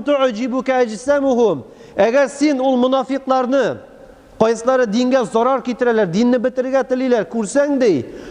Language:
Tatar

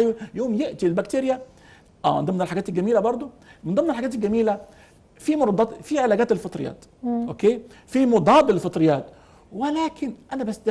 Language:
Egyptian Arabic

